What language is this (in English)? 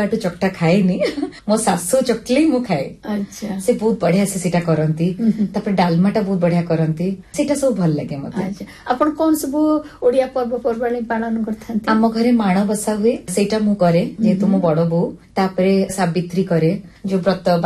Odia